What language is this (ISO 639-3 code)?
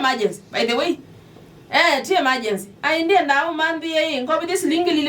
kam